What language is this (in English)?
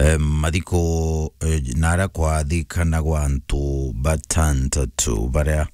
Meru